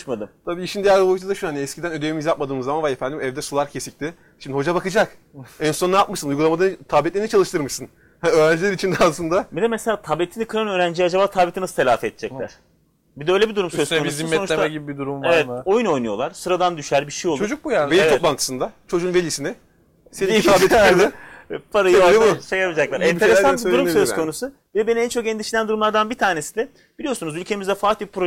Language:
Turkish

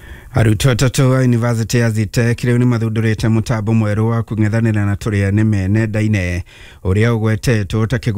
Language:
Kikuyu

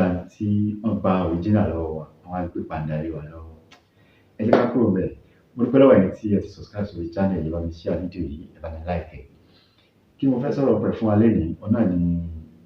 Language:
Yoruba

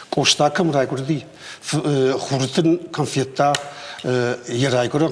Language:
Ossetic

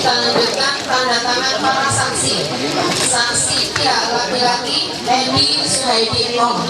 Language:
Ma'anyan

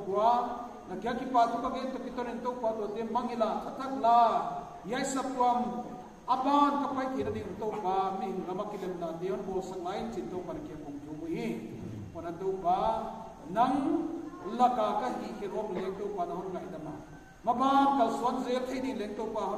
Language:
Paite Chin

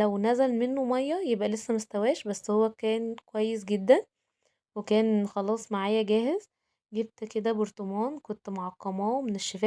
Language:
Egyptian Arabic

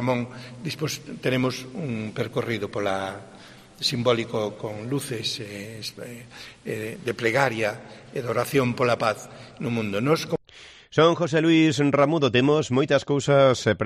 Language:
Galician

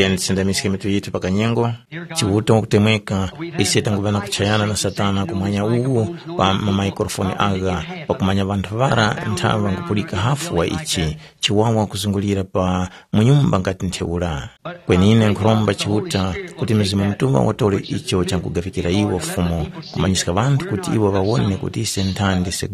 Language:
Tumbuka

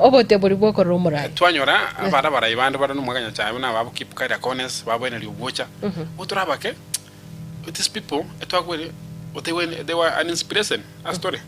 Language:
Gusii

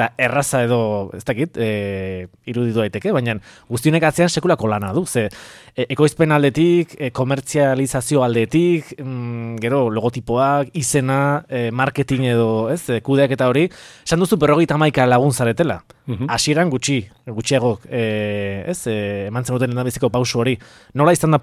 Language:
Basque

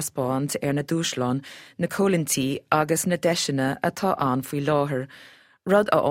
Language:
Irish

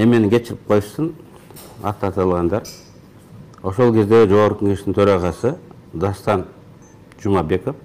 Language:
Kyrgyz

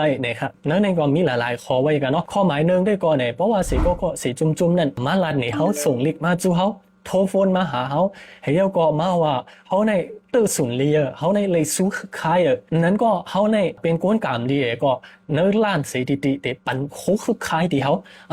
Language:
Shan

